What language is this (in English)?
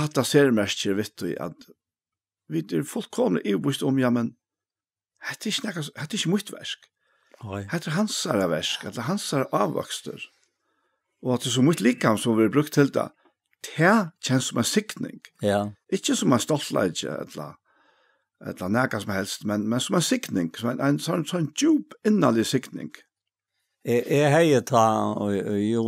Faroese